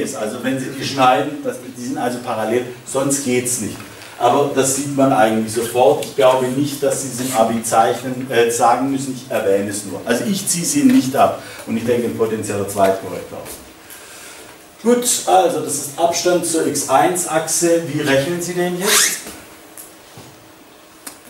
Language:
German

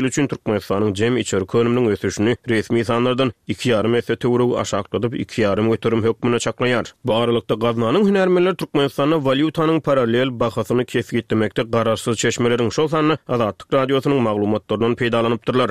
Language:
Turkmen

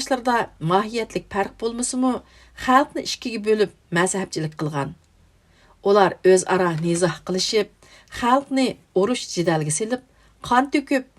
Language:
Uyghur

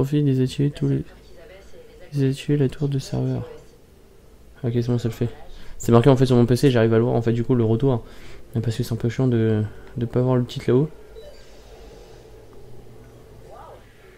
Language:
French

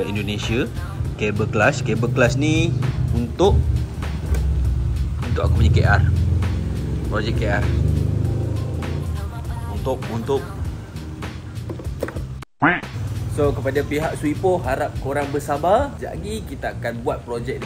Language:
Malay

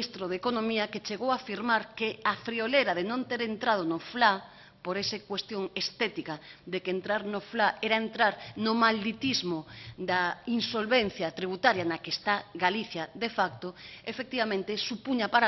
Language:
Galician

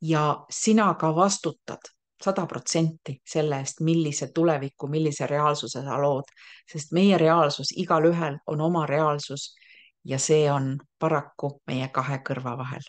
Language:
Estonian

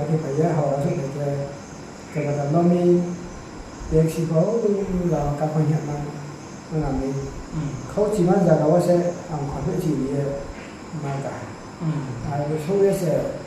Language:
Riang (India)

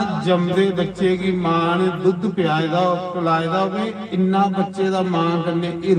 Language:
Dogri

